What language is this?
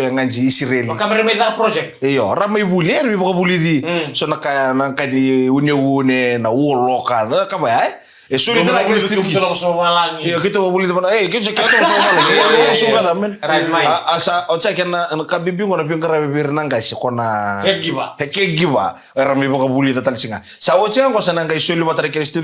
Fijian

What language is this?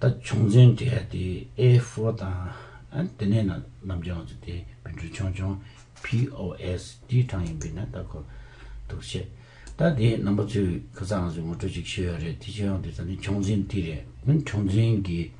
Tibetan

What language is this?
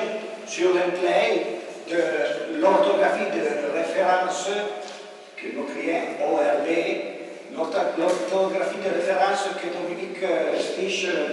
Arpitan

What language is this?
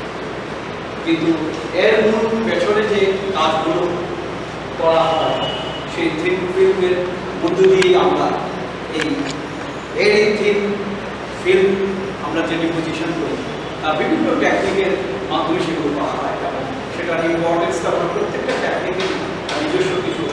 Bangla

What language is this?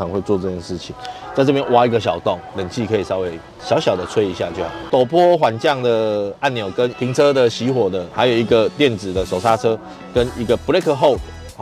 Chinese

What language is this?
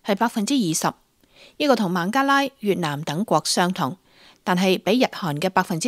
Cantonese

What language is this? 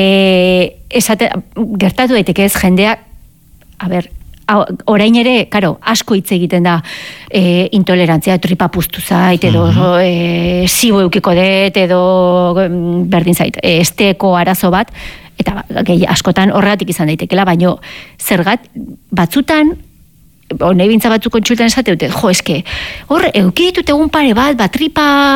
Basque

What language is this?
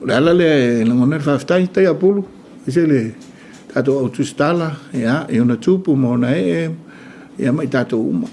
Samoan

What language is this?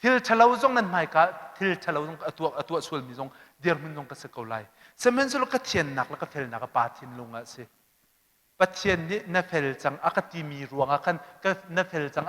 Hakha Chin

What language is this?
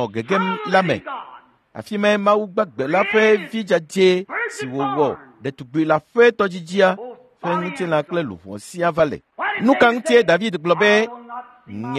Ewe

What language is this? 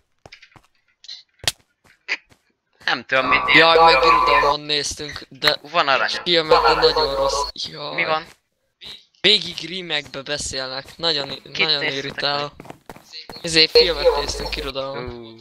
Hungarian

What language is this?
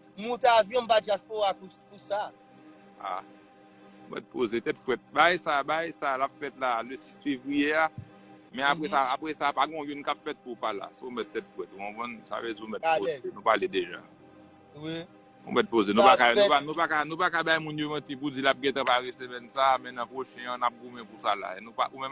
Haitian Creole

